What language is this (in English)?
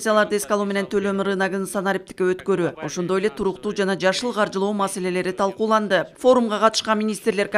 Kyrgyz